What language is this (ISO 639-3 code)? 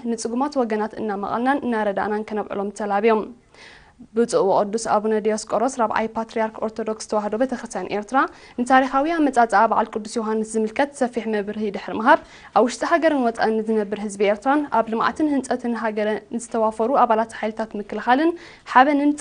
tir